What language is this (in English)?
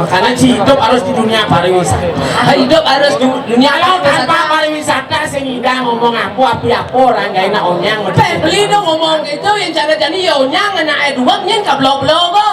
Balinese